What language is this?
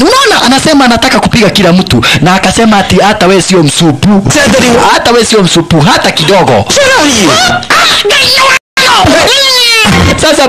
Swahili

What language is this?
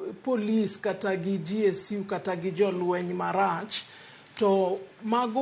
Luo (Kenya and Tanzania)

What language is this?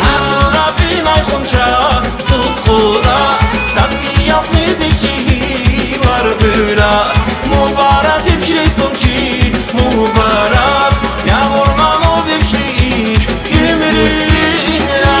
Tabassaran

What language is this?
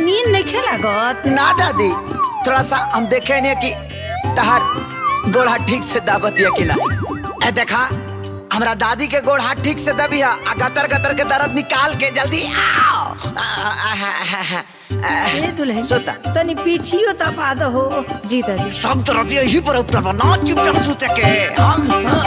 Bhojpuri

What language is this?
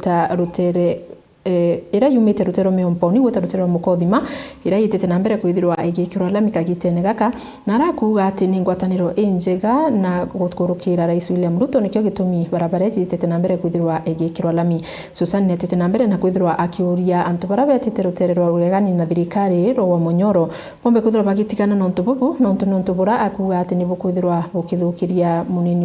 Meru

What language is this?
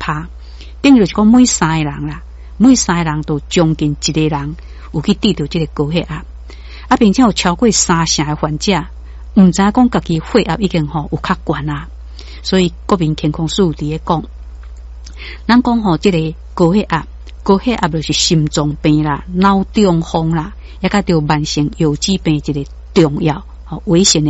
Min Nan Chinese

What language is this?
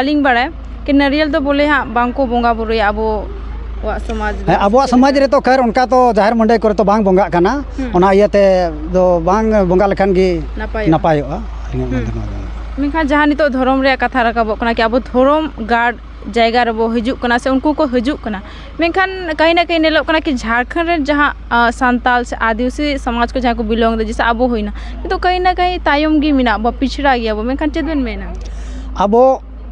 Santali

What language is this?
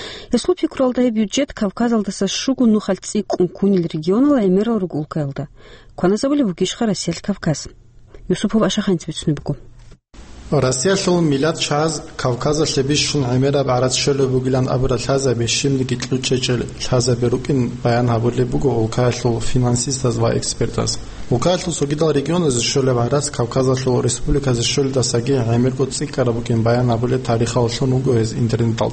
Avaric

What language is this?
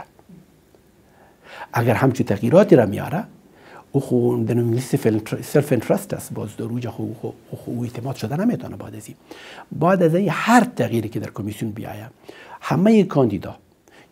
Persian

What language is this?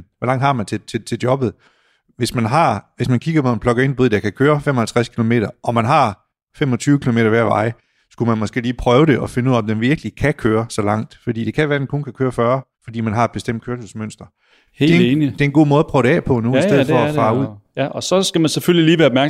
Danish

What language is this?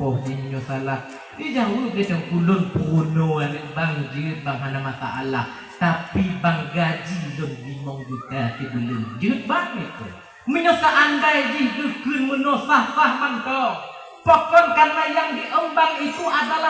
Achinese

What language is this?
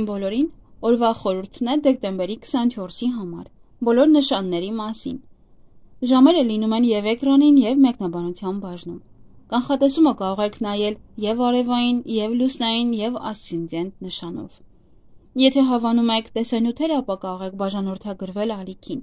Armenian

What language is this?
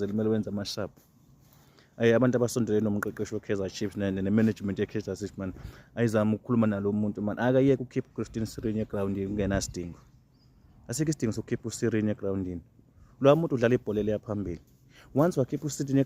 Zulu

